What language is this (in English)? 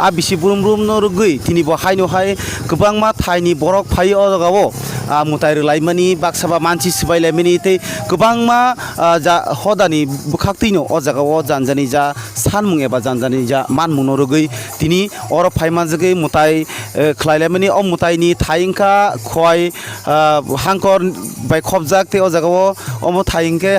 Kok Borok